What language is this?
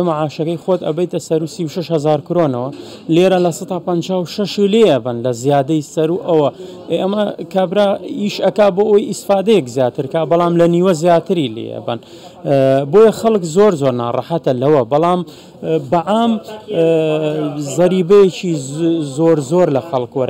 Central Kurdish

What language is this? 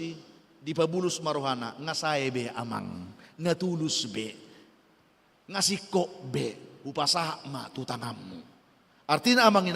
Batak Toba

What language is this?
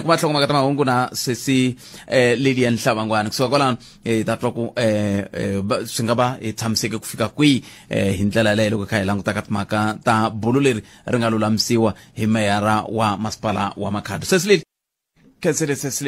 Tsonga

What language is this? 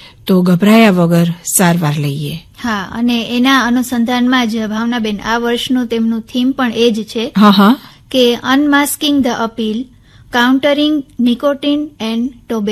Gujarati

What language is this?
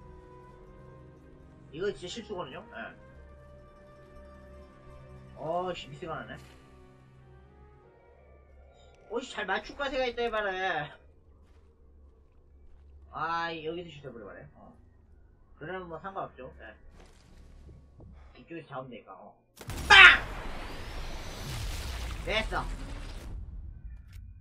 Korean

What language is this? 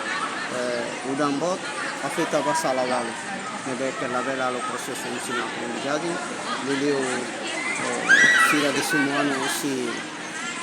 Tetum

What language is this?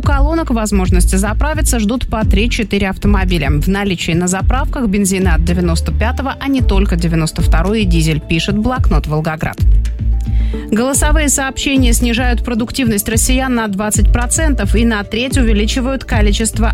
Russian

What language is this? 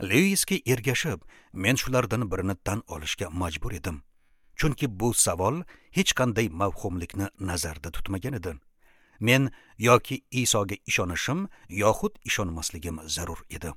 Uzbek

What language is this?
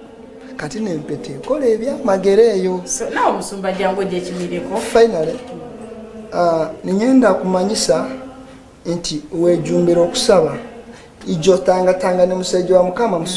Ganda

